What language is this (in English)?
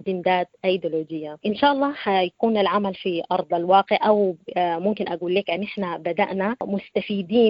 Sudanese Arabic